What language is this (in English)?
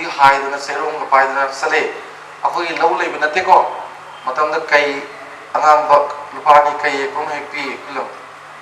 Manipuri